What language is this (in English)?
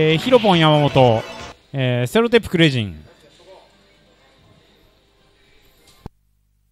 Japanese